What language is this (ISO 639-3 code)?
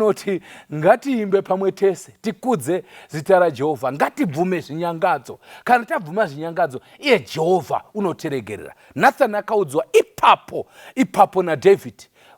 sna